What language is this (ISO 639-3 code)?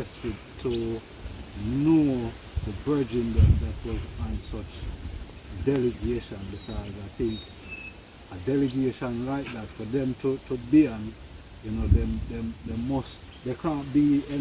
jam